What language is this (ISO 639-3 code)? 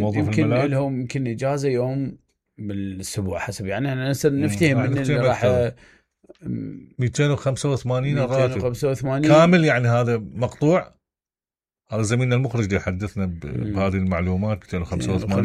acm